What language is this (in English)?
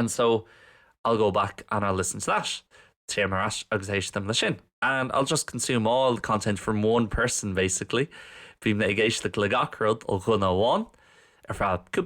Irish